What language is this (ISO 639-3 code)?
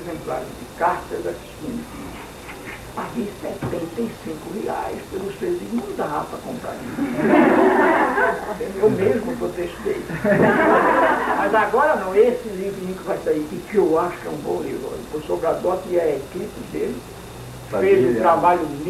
por